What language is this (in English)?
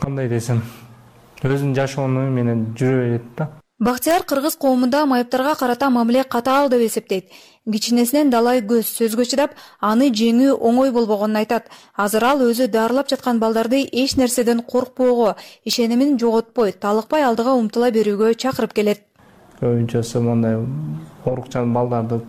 Kyrgyz